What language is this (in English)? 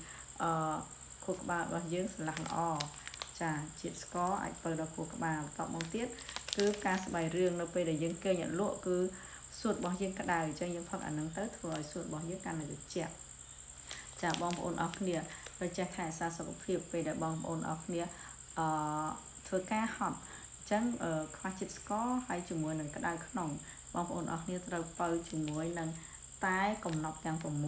Khmer